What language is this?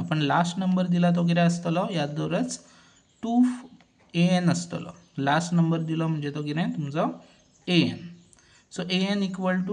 Konkani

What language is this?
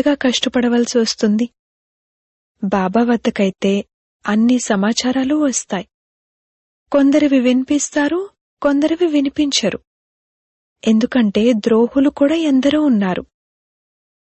Telugu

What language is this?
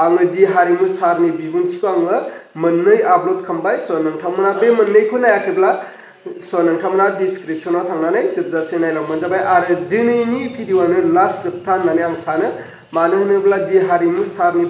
Bodo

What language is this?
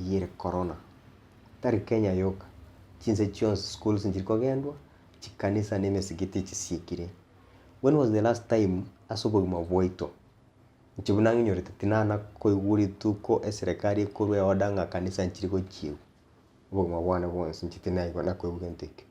Gusii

